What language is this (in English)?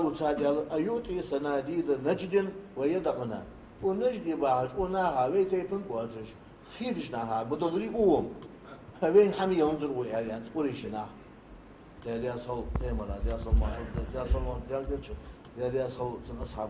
Ingush